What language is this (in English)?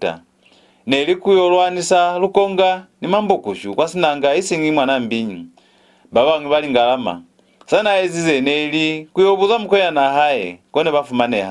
Lozi